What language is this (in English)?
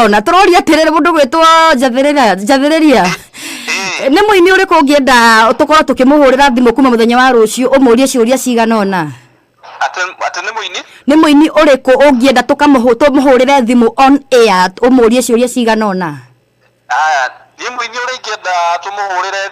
Kikuyu